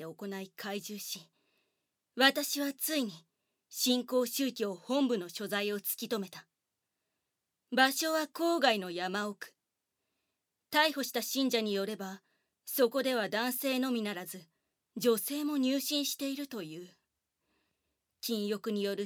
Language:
Japanese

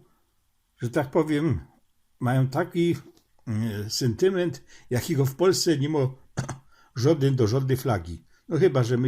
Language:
Silesian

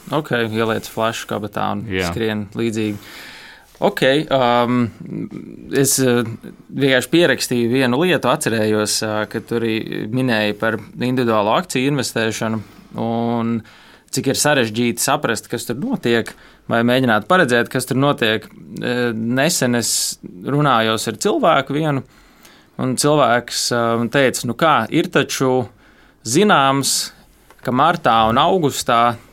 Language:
Latvian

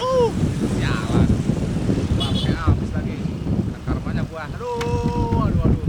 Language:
Betawi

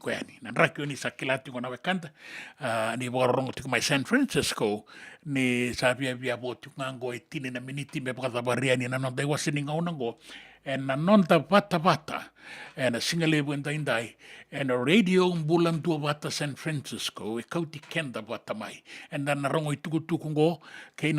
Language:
Fijian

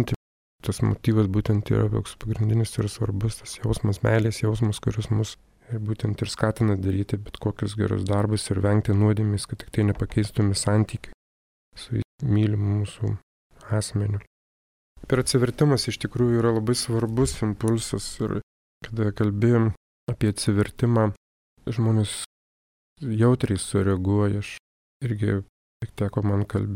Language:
Lithuanian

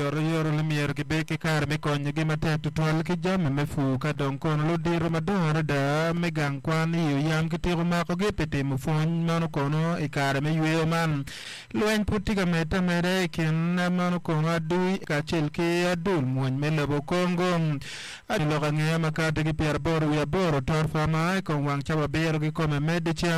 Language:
Acoli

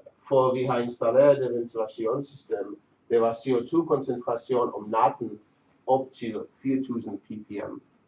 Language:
Danish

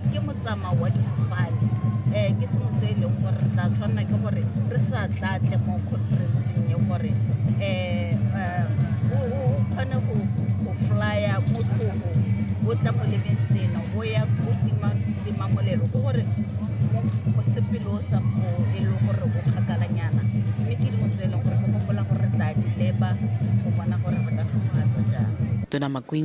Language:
Tswana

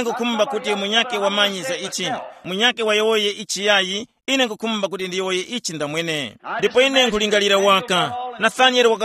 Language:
Tumbuka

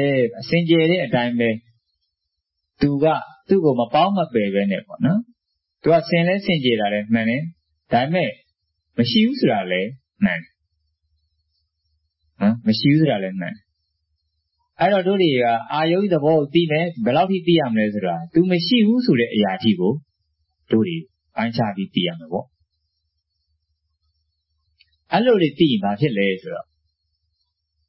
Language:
Burmese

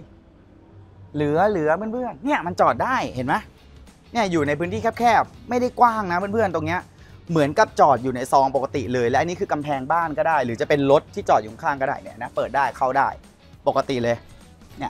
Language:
Thai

